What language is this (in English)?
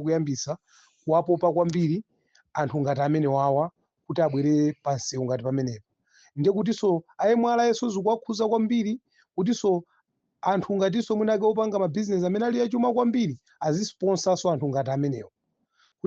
Nyanja